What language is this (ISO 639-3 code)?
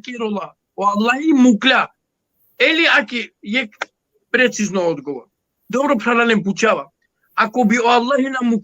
rmn